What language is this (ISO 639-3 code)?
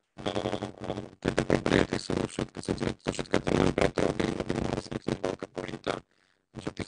slk